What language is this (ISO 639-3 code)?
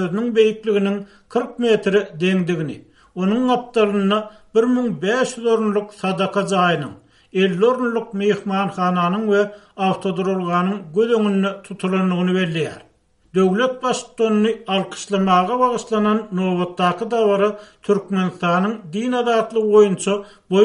tuk